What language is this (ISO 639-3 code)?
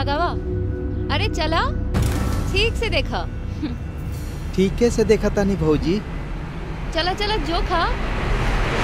bho